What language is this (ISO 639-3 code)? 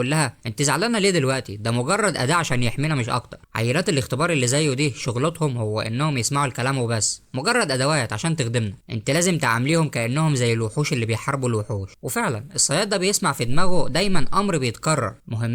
arz